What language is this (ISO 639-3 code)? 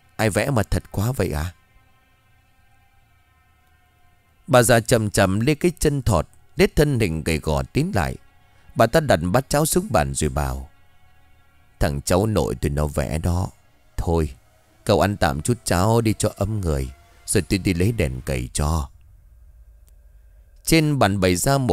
vie